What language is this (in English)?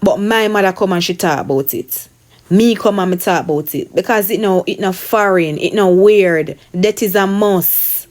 Jamaican Creole English